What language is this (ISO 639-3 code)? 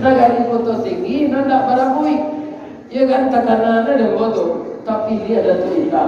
min